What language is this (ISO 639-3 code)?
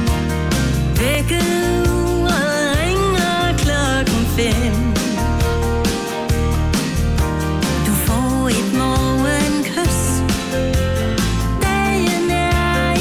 dan